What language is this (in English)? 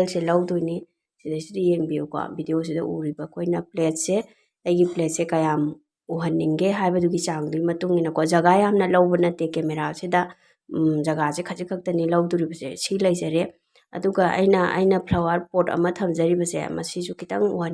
Manipuri